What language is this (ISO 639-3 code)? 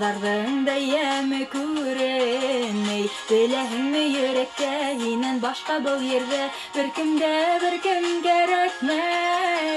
bak